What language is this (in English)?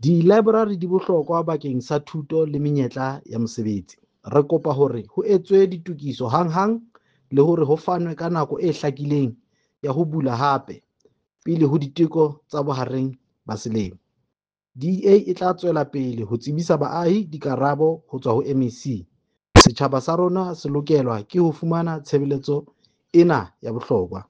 Southern Sotho